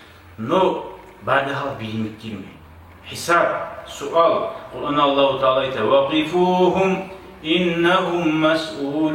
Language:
Kumyk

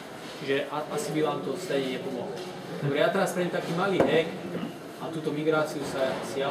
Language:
Slovak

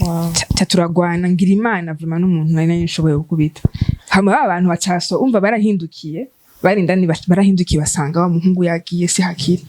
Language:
Rundi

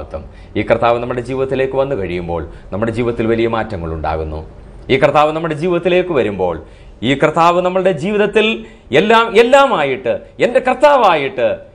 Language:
Malayalam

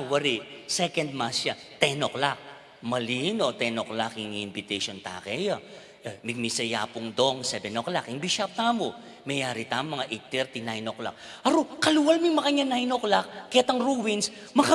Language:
Pampanga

